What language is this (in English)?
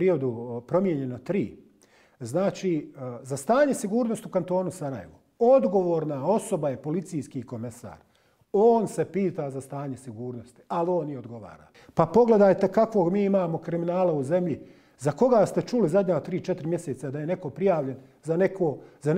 Bosnian